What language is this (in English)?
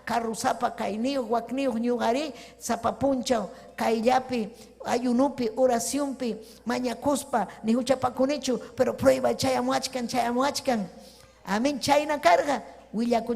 Ayacucho Quechua